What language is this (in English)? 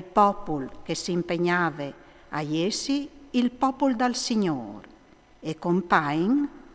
Friulian